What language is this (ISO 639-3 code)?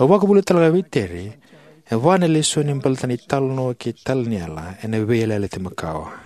fij